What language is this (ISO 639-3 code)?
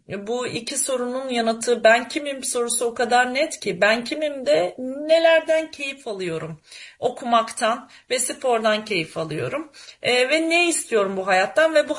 tur